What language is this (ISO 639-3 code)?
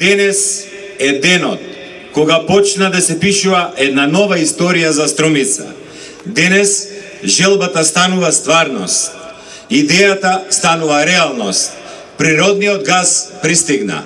mkd